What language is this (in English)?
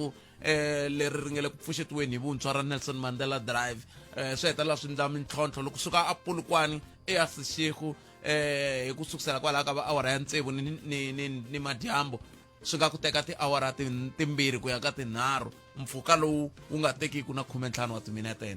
Tsonga